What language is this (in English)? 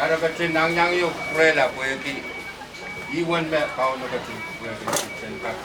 Pohnpeian